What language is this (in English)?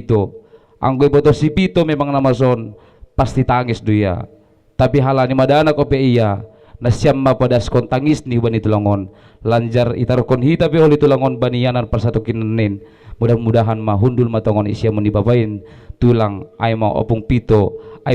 Batak Toba